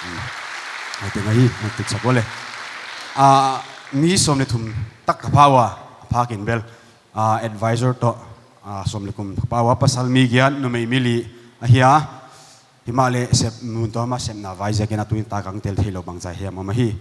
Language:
Paite Chin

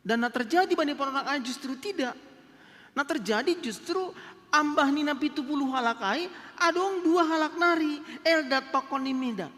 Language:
Batak Simalungun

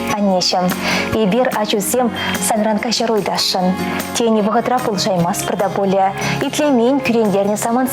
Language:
Chuvash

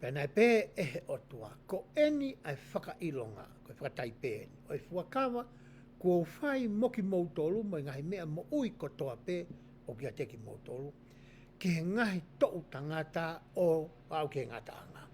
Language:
Tongan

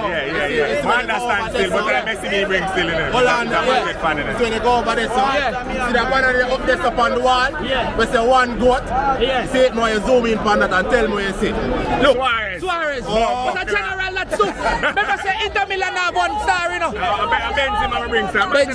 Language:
Jamaican Creole English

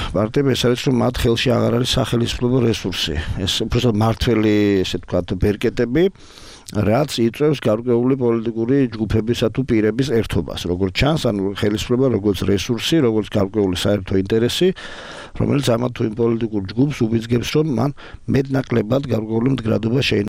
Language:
Georgian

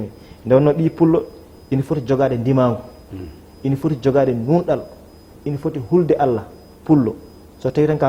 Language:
Fula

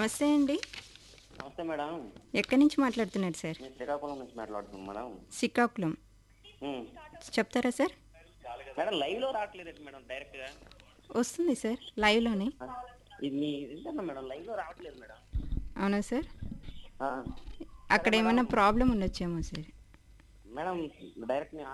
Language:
Telugu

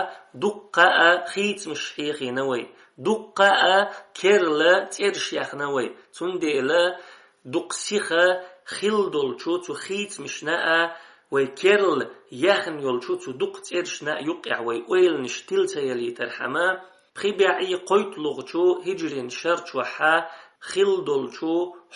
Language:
Chechen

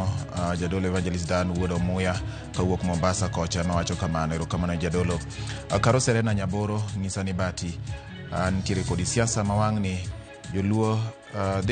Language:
Luo (Kenya and Tanzania)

